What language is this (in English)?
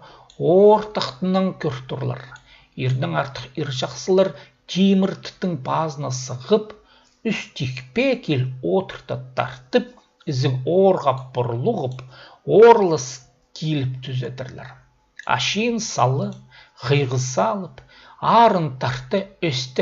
Khakas